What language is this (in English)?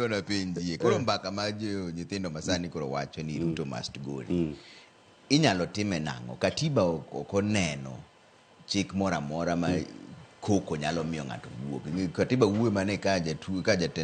Luo (Kenya and Tanzania)